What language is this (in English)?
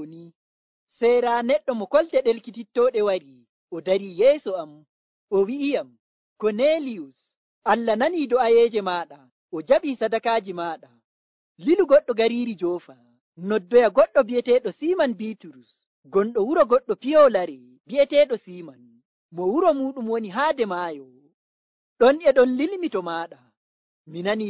Nigerian Fulfulde